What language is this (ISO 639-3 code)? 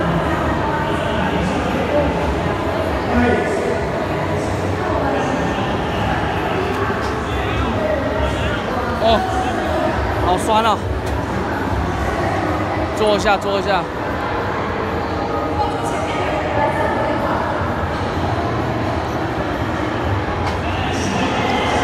zho